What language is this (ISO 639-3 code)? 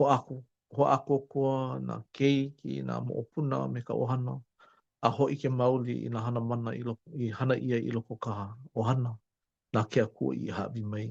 haw